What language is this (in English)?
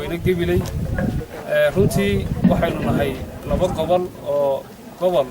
Somali